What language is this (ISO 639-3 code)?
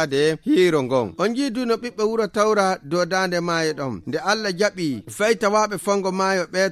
ful